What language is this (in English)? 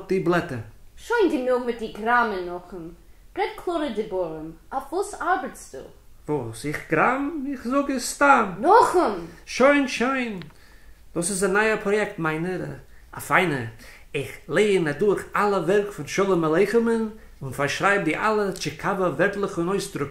Yiddish